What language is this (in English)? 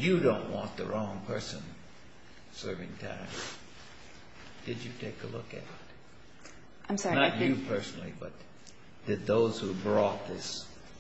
English